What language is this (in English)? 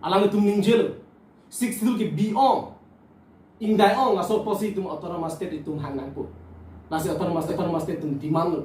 Karbi